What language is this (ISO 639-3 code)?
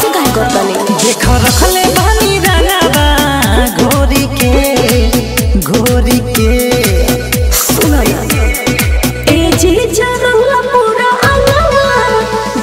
bho